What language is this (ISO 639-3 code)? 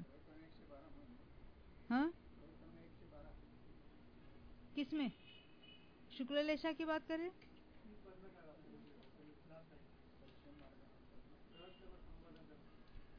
hin